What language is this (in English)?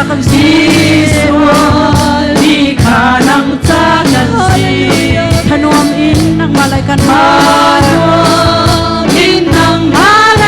Hakha Chin